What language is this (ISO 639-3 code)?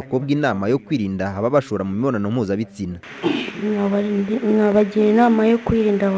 kin